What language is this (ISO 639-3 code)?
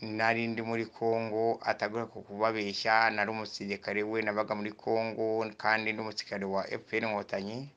kin